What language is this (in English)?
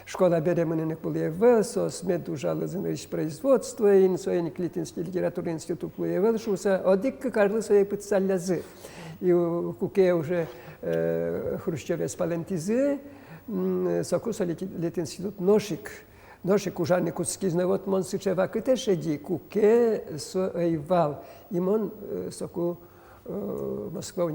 Udmurt